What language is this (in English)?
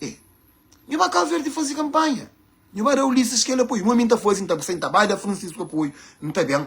Kabuverdianu